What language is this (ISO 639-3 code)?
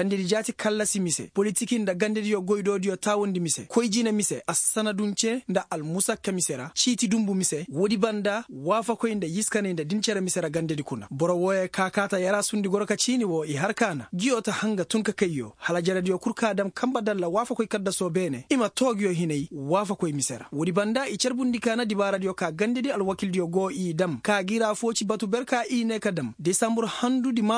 ses